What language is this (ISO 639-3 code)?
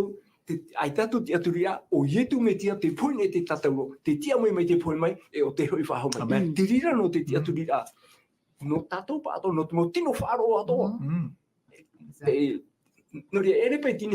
tah